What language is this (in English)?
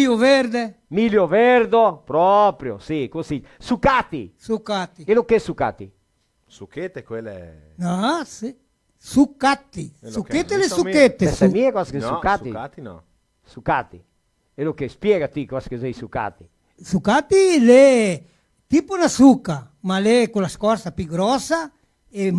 Venetian